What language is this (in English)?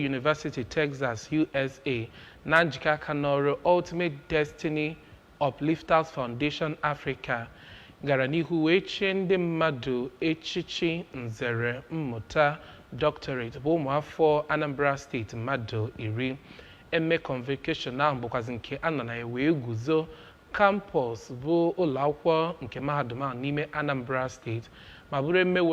Igbo